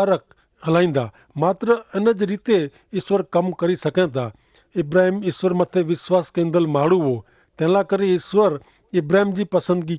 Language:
Kachhi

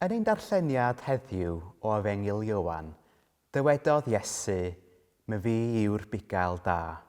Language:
Welsh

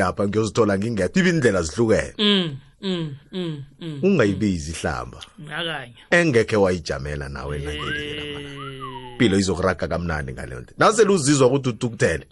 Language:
South Ndebele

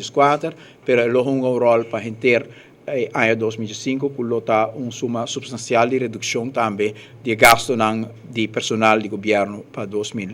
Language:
Papiamento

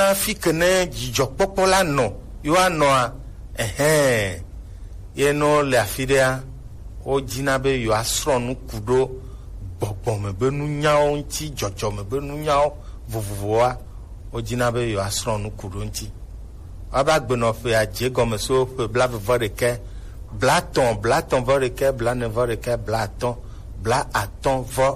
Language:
Gen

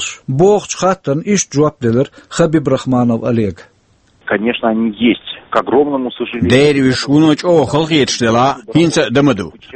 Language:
Chechen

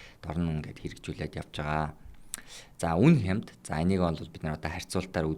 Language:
Mongolian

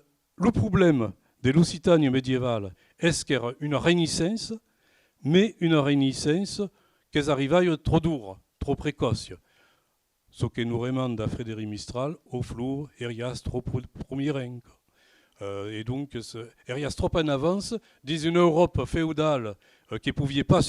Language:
Occitan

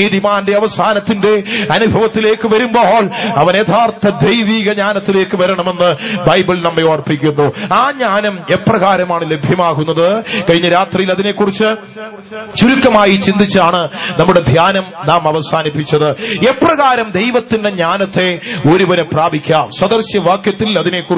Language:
Malayalam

